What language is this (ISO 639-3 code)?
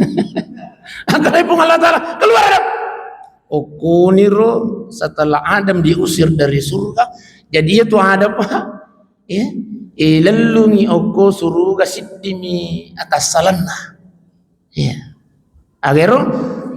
bug